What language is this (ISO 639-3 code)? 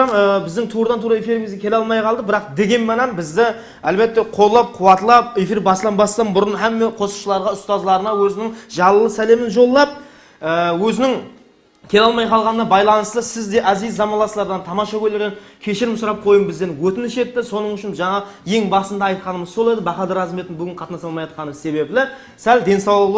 kaa